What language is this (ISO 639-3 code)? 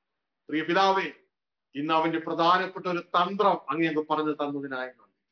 mal